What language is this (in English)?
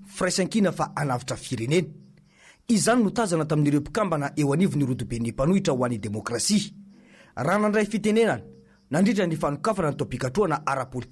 Malagasy